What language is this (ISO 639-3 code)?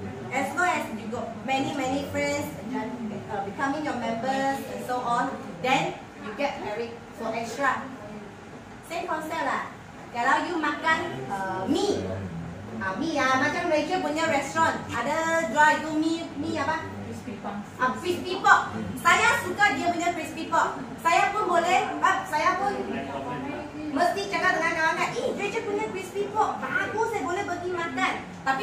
msa